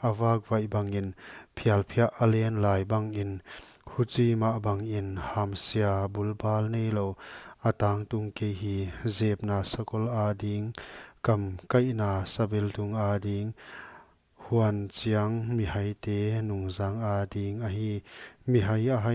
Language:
Paite Chin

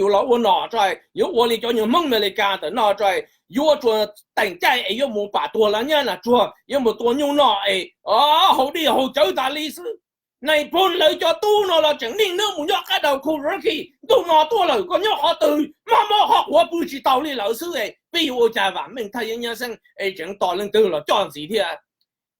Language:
Hmong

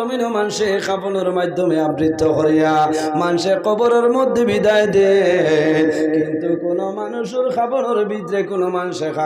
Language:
Sylheti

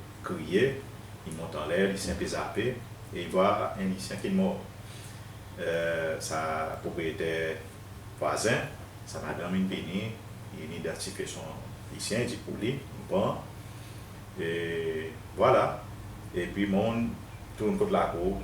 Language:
Seselwa Creole French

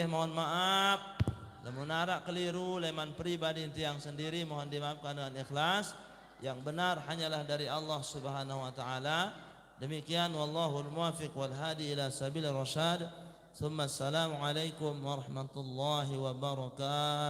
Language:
Sasak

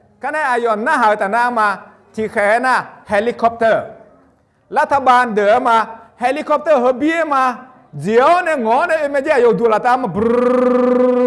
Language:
Akha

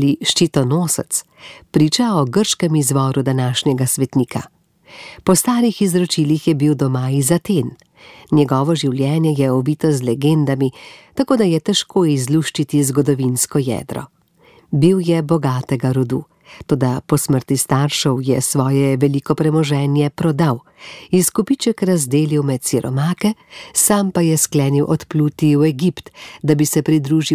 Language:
Slovenian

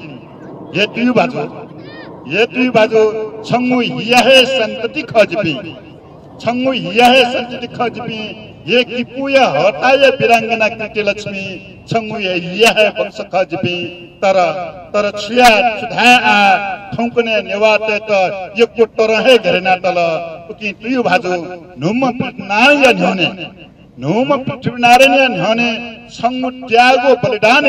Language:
Newari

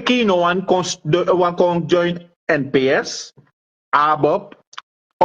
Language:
Sranan Tongo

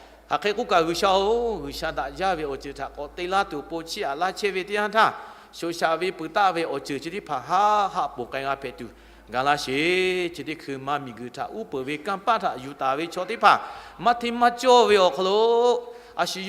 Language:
Lahu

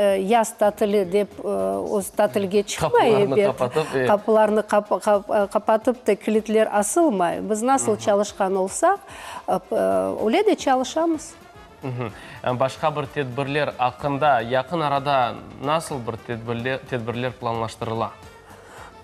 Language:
Crimean Tatar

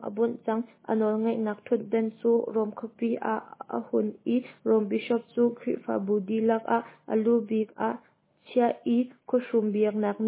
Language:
Hakha Chin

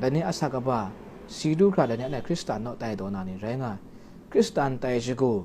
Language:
Kachin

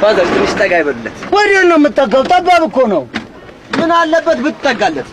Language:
Amharic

